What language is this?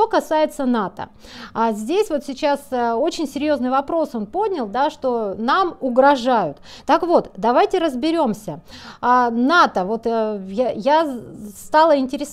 Russian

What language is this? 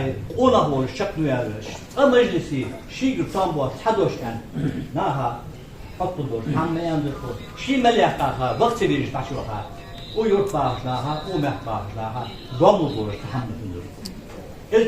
Ingush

